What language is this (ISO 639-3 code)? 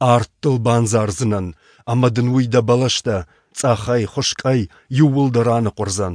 oss